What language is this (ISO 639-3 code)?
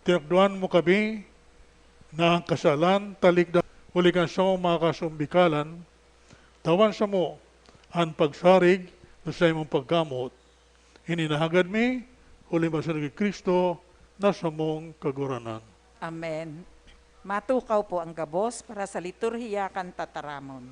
bik